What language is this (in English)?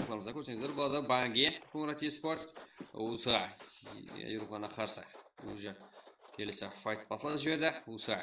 Kara-Kalpak